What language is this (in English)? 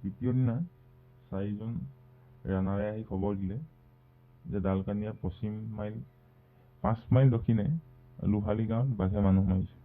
Assamese